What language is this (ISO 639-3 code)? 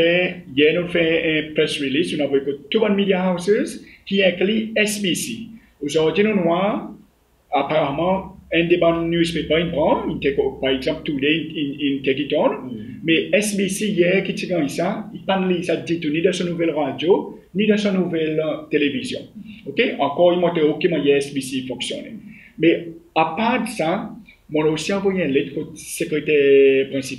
crs